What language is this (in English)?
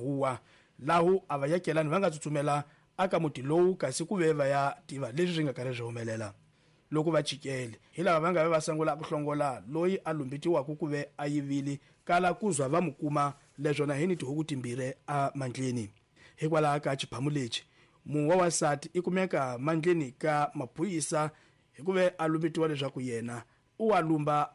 Tsonga